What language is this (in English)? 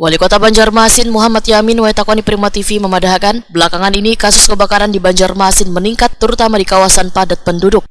Banjar